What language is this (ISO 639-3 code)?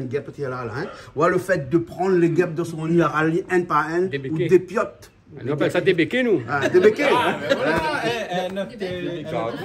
rcf